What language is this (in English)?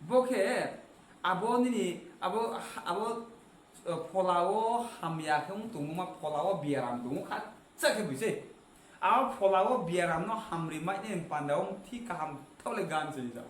Riang (India)